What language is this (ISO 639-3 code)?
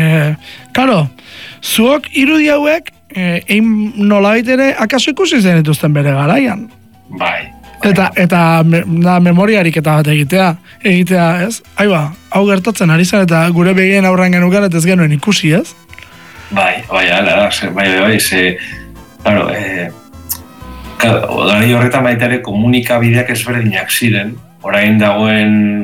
eus